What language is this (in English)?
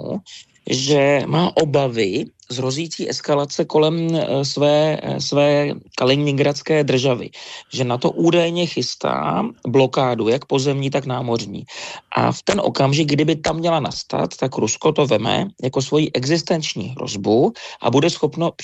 Czech